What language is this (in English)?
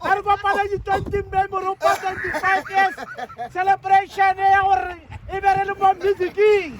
Northern Sotho